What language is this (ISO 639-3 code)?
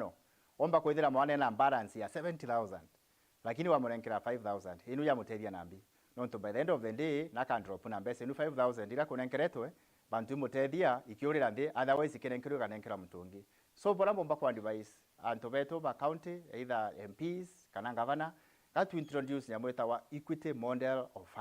mer